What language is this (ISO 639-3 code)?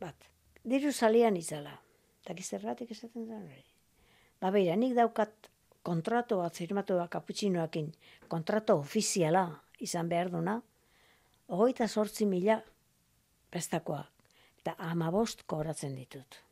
eus